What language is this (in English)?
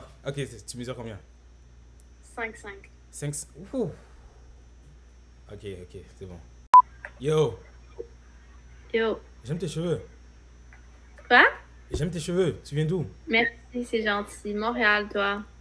French